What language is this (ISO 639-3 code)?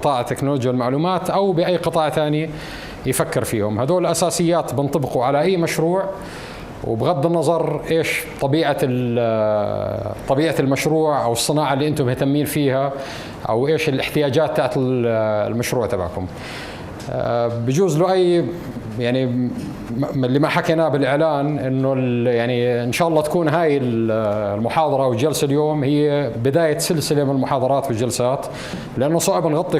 apc